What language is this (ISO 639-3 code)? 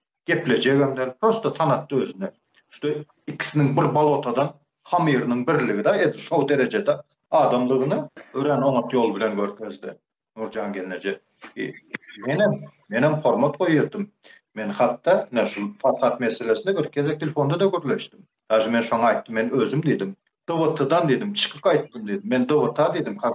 tuk